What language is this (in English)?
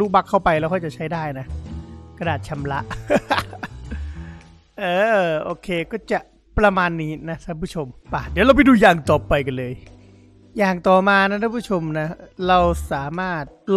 Thai